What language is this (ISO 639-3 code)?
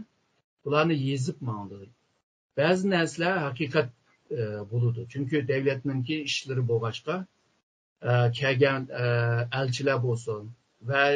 uig